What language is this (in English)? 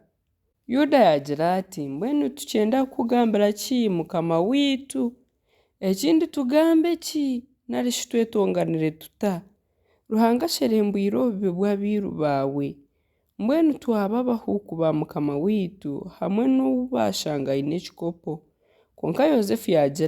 Nyankole